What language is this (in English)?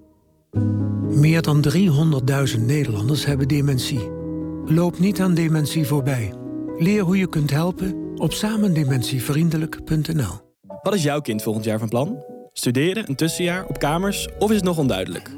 Dutch